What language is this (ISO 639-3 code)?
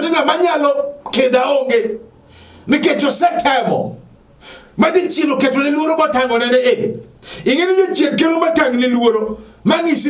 luo